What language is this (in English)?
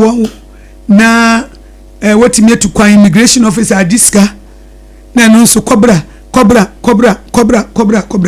Akan